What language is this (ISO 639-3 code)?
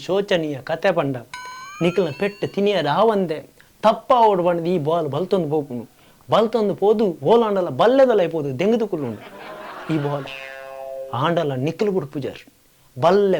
tcy